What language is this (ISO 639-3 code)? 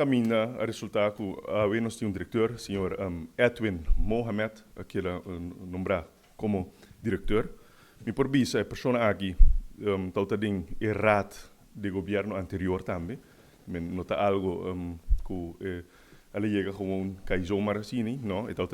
pap